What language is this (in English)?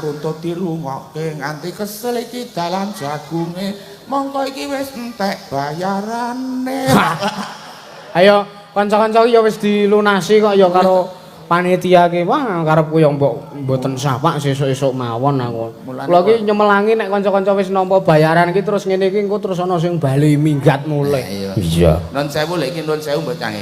Javanese